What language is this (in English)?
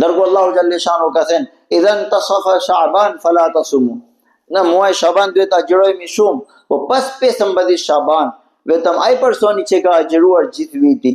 Albanian